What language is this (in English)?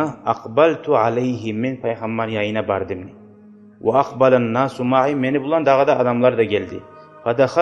Kumyk